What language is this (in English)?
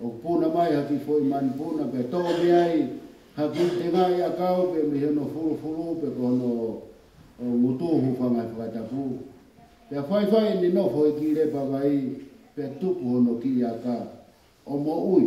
Tongan